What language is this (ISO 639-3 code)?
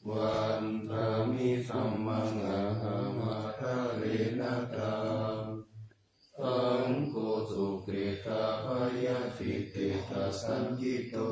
pli